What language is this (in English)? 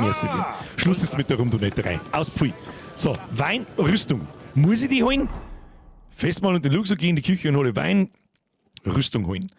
Bavarian